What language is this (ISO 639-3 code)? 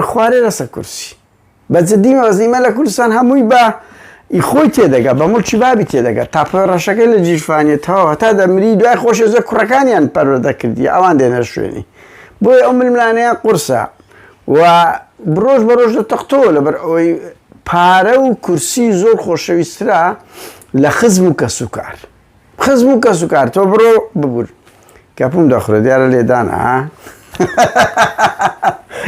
ckb